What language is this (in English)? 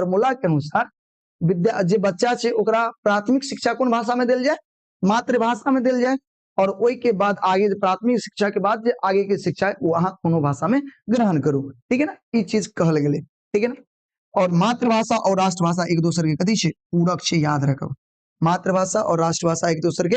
Maithili